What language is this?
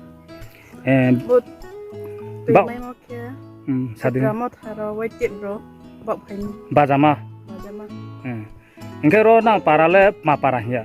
Riang (India)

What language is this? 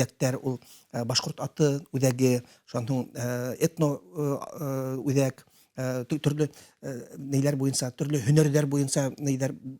Bashkir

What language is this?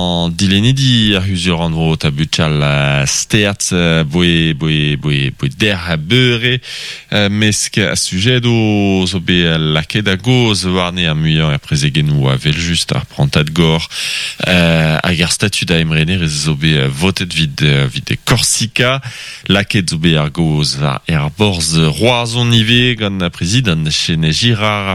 Breton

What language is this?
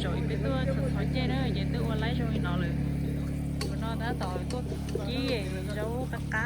Hmong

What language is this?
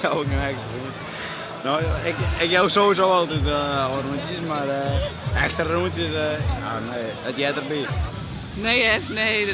Western Frisian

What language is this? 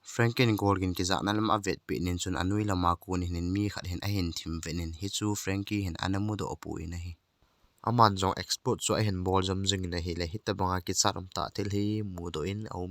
Thado Chin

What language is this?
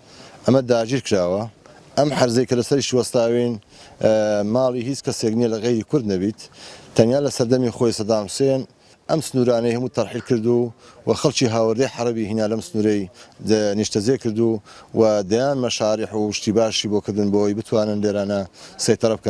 Central Kurdish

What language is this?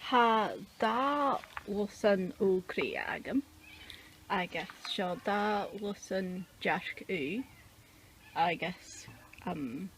Scottish Gaelic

